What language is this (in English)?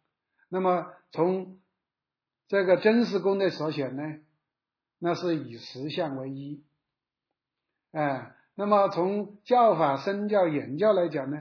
Chinese